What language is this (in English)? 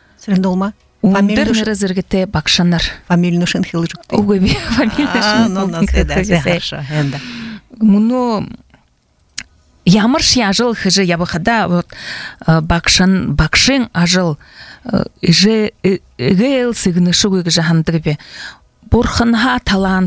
Buriat